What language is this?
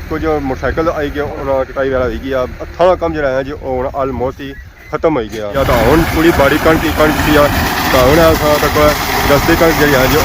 Pahari-Potwari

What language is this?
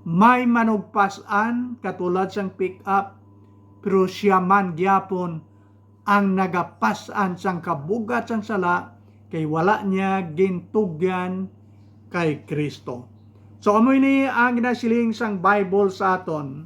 Hiligaynon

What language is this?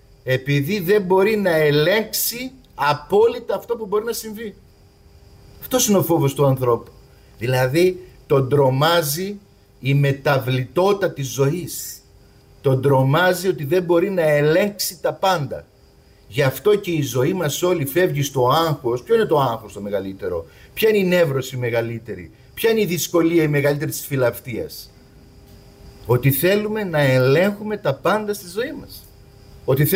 Greek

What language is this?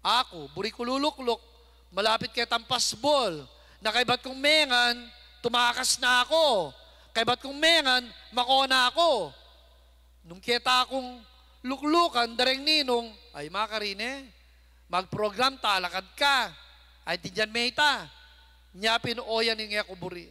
Pampanga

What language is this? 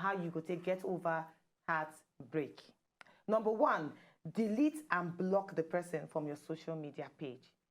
Nigerian Pidgin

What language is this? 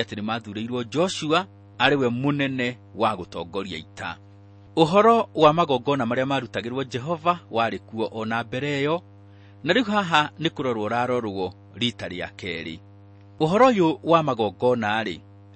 Kikuyu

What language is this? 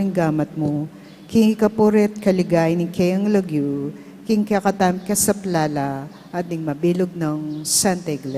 Pampanga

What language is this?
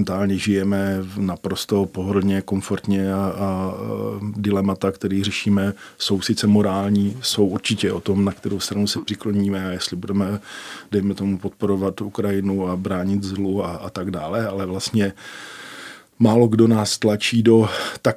Czech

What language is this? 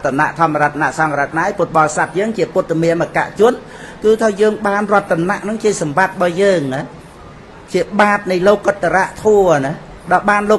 Khmer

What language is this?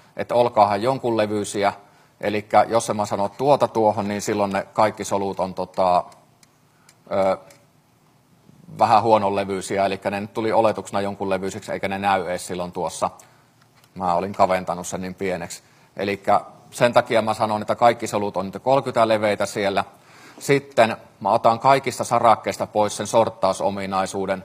Finnish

